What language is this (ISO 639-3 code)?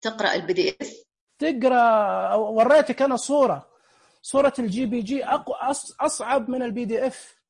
ars